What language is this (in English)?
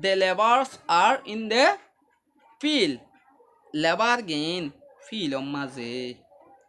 Rohingya